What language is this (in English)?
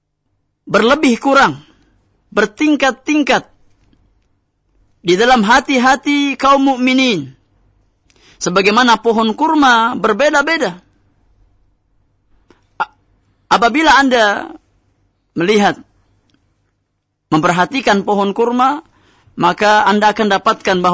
Indonesian